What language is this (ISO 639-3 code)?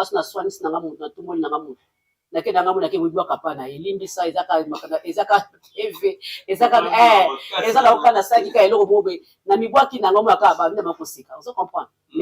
lin